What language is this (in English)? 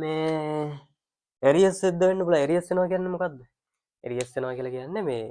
Sinhala